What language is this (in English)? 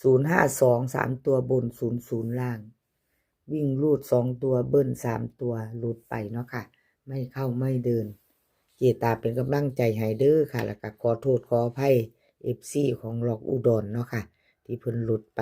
Northeastern Thai